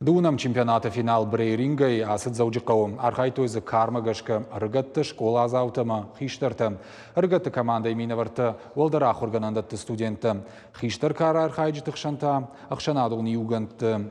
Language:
Ossetic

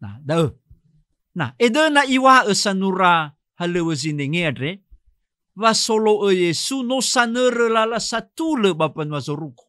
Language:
Nias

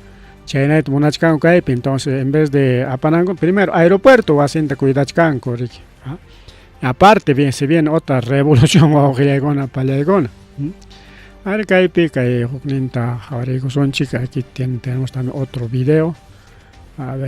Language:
Ayacucho Quechua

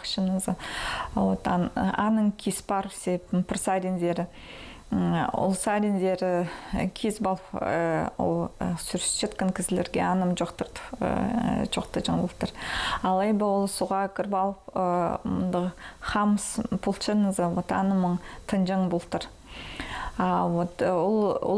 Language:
Khakas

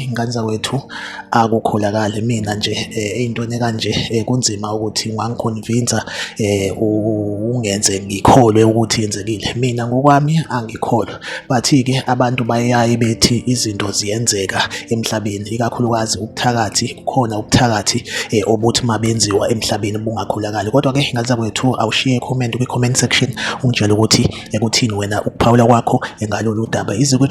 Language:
Zulu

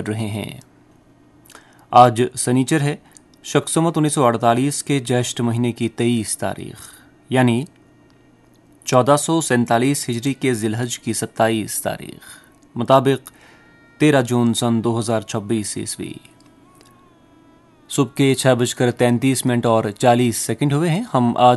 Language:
Urdu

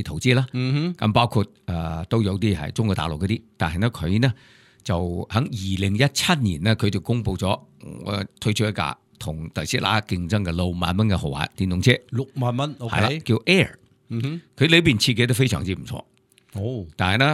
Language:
Cantonese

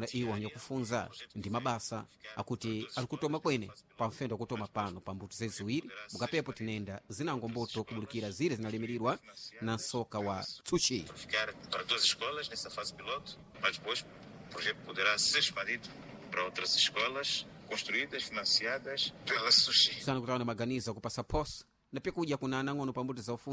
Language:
Sena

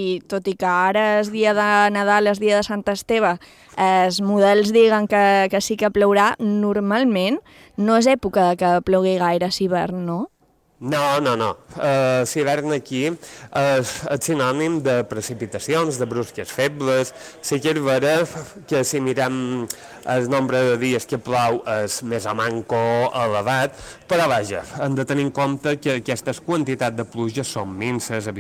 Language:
Catalan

